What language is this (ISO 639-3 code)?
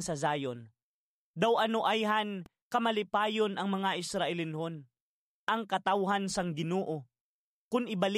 hil